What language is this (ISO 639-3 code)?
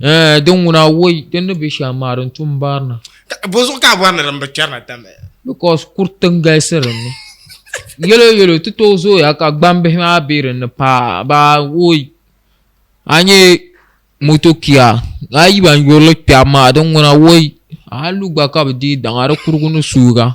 dag